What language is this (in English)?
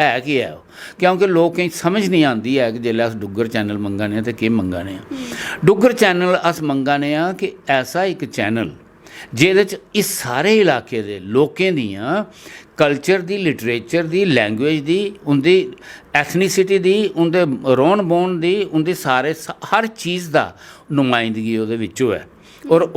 Dogri